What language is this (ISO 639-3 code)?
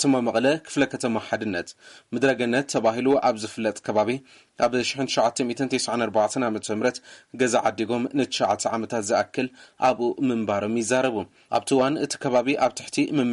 tir